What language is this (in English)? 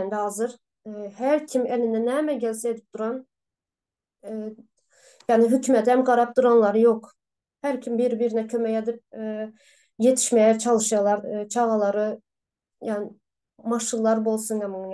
Turkmen